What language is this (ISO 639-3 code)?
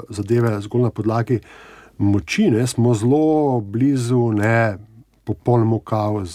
slv